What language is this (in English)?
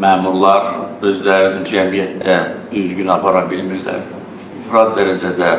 Azerbaijani